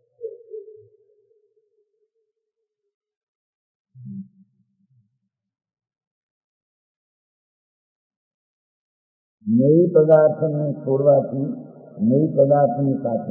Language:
Gujarati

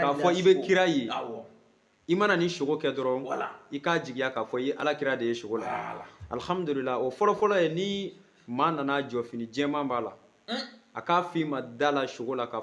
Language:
Bambara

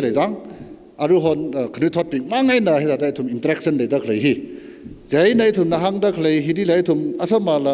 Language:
Tangkhul Naga (India)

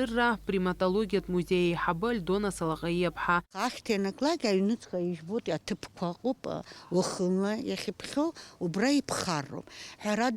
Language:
Abkhazian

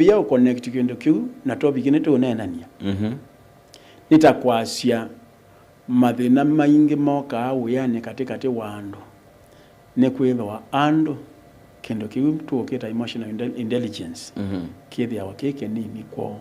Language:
Kamba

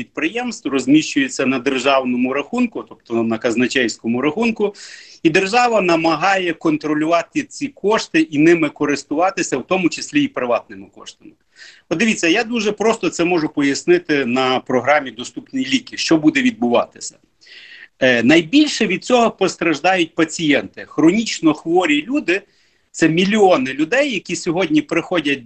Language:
Ukrainian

